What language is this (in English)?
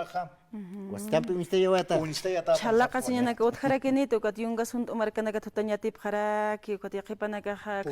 Aymara